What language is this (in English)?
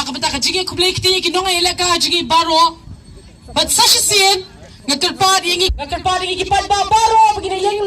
Khasi